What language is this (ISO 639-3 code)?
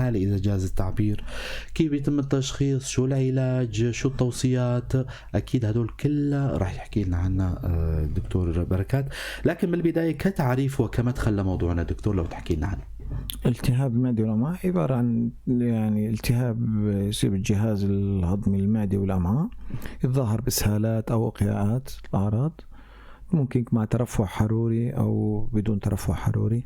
apc